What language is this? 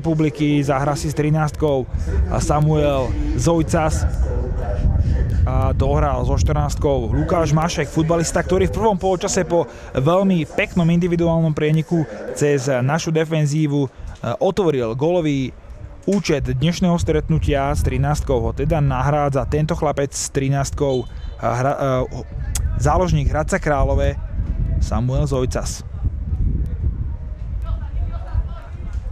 Slovak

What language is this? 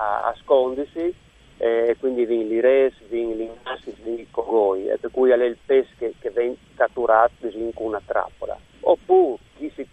Friulian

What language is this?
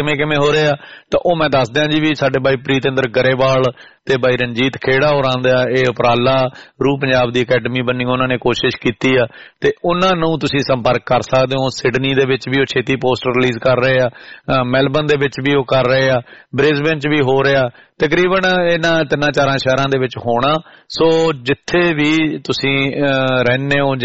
Punjabi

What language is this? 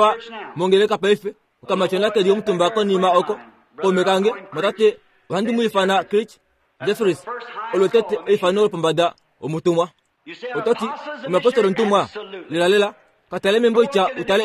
Kuanyama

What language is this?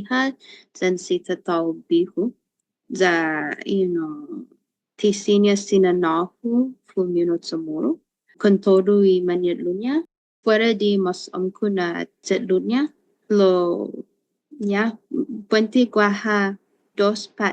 Chamorro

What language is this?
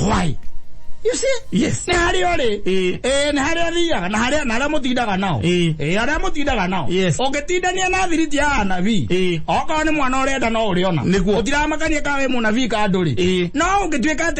Kikuyu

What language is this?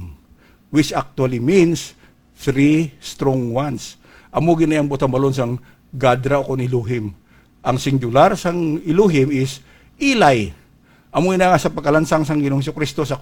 Hiligaynon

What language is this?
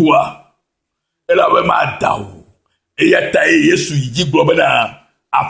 Ewe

